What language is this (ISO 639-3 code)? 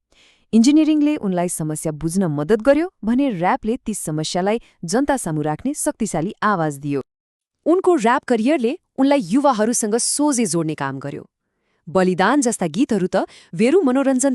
nep